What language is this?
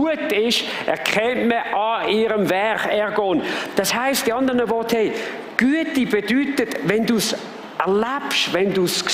Swiss German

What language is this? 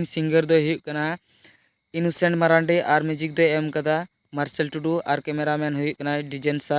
Santali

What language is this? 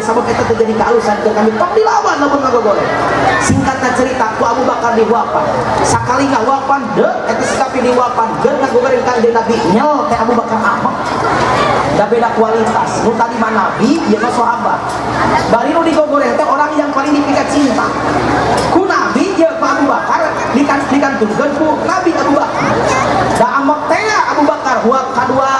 Sundanese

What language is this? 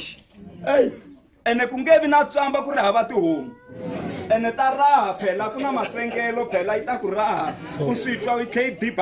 Tsonga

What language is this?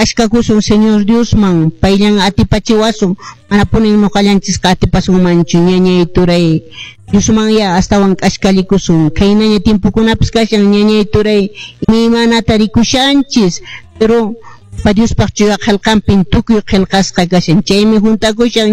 Quechua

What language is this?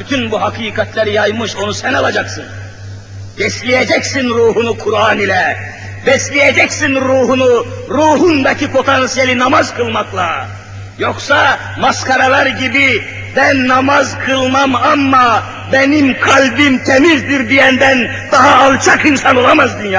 Turkish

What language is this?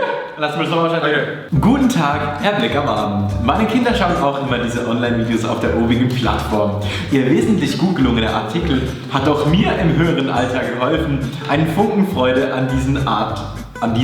Swiss German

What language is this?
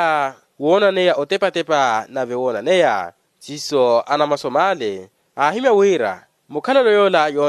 Makhuwa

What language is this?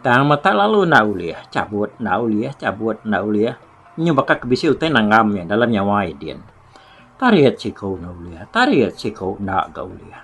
Iban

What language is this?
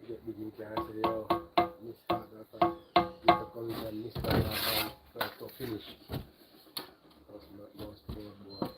Jamaican Creole English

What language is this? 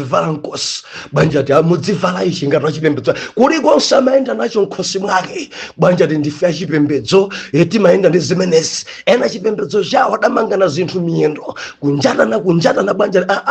Nyanja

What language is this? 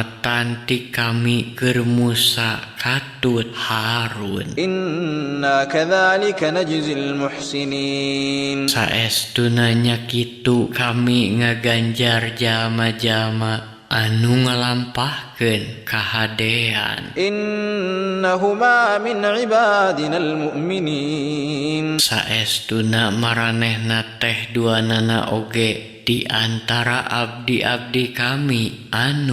Sundanese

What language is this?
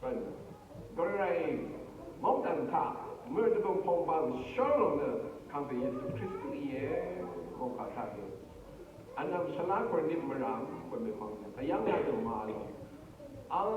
Rawang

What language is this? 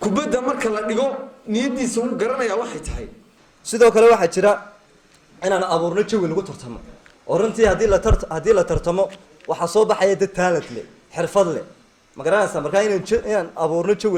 Somali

